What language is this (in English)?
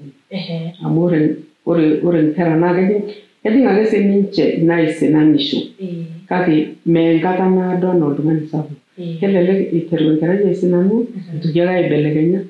Masai